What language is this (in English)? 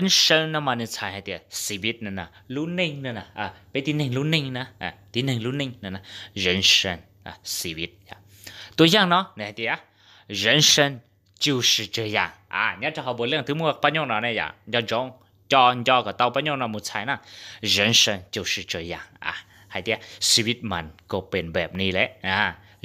Hmong